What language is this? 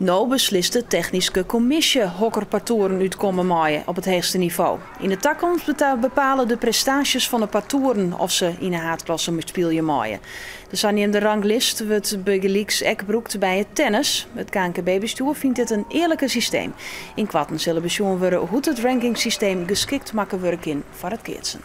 Western Frisian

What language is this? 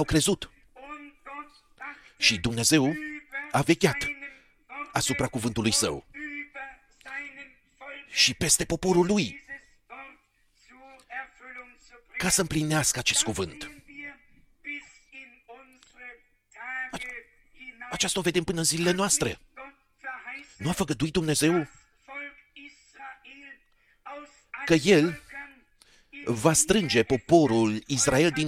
Romanian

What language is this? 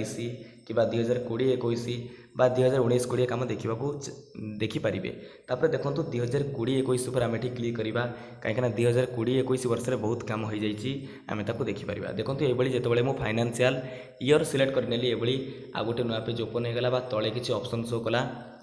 Odia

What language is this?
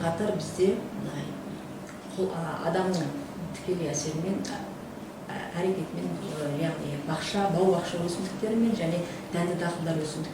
Kazakh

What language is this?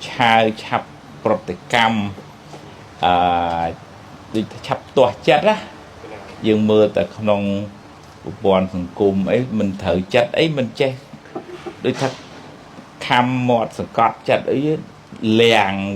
Khmer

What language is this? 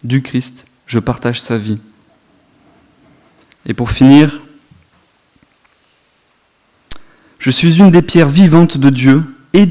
French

